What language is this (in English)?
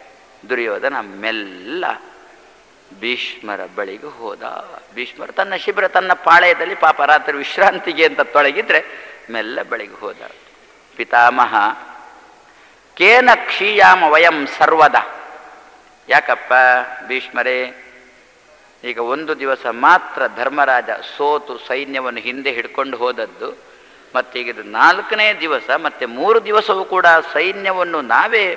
Kannada